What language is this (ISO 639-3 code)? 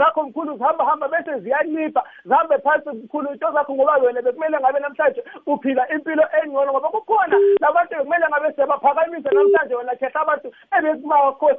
nbl